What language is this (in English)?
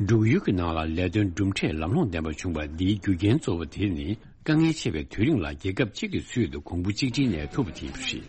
Tibetan